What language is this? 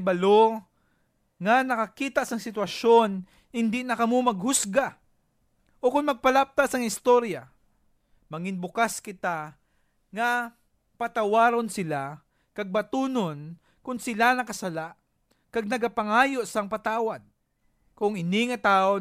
Hiligaynon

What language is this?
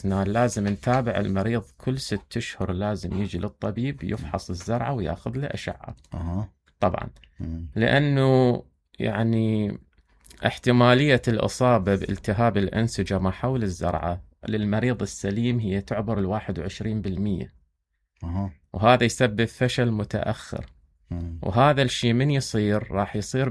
Mesopotamian Arabic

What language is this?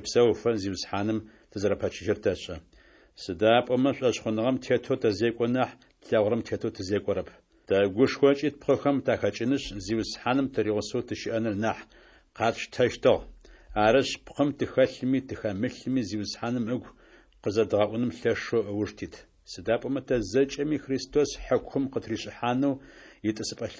Adyghe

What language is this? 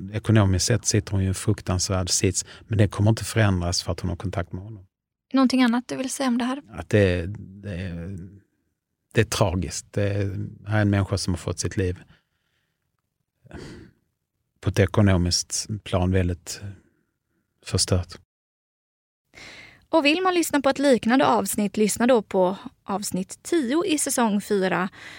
Swedish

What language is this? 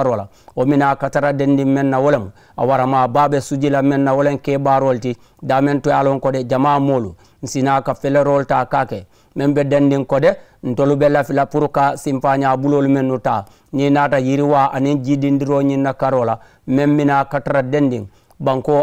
Mandingo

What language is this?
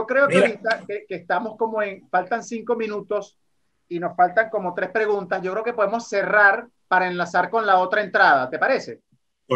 Spanish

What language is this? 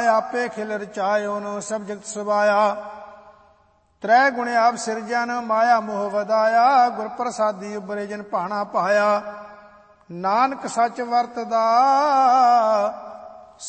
Punjabi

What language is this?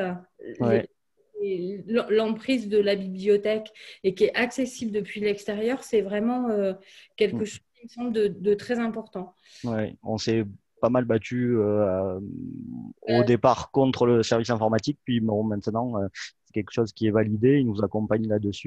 French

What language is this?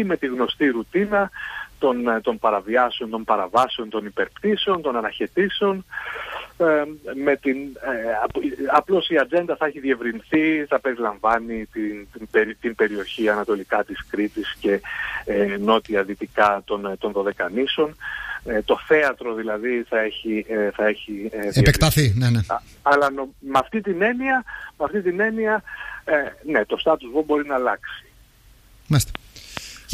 Greek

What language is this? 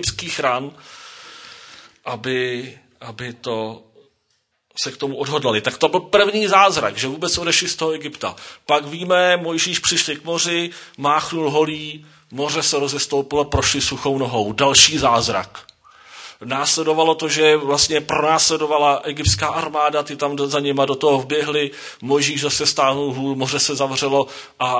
Czech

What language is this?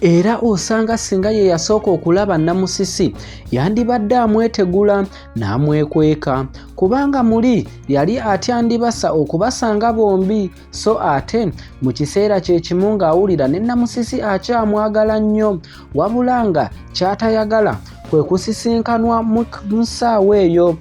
Ganda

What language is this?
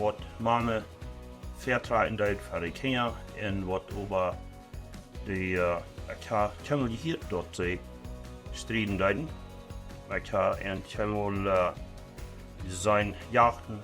Plautdietsch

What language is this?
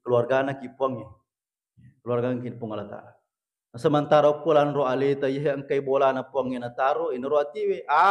Buginese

